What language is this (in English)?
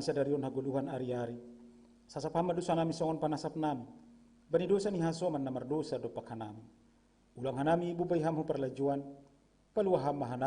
Batak Simalungun